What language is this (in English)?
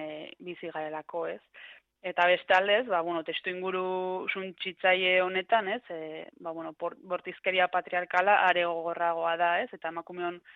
Basque